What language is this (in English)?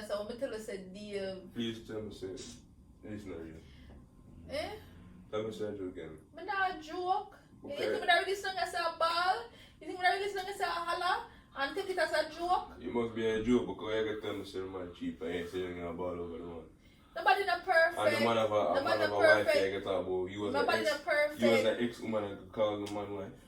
Jamaican Creole English